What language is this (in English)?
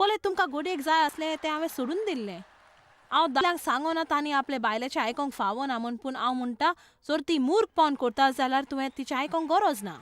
Konkani